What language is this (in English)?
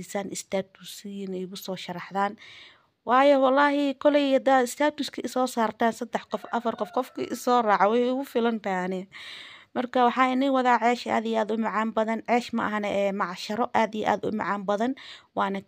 Somali